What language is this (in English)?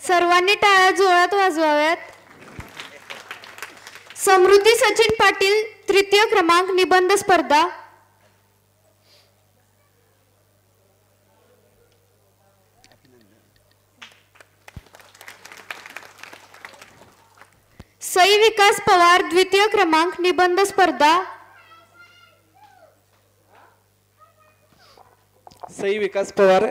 Marathi